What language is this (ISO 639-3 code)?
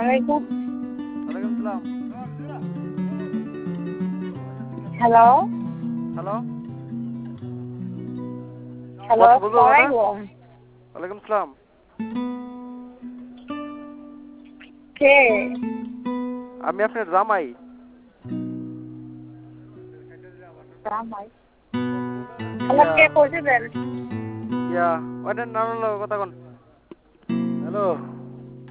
ben